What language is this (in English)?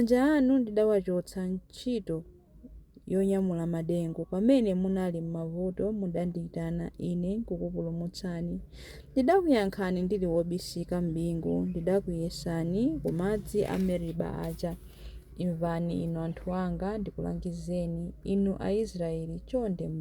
Nyanja